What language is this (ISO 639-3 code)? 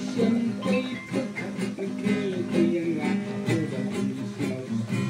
kha